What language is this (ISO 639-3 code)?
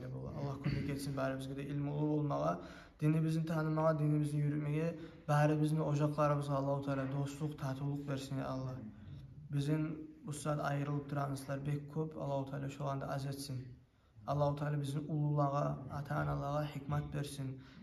kum